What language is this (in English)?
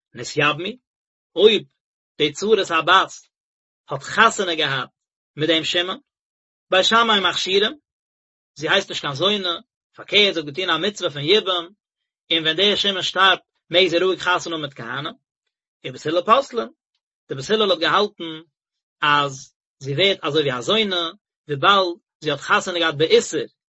Yiddish